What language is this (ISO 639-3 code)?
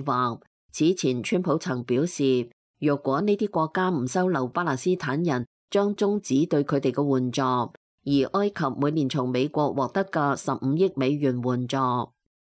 yue